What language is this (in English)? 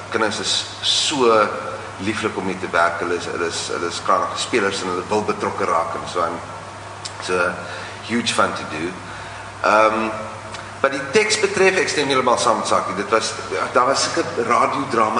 Afrikaans